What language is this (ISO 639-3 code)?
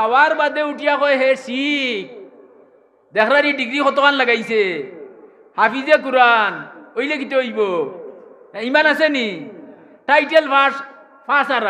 syl